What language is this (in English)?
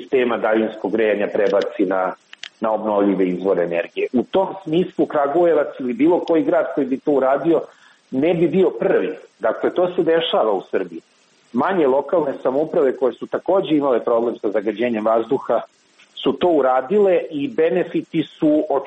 Serbian